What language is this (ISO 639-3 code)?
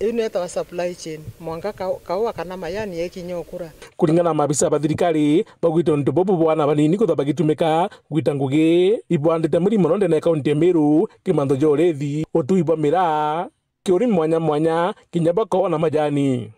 mer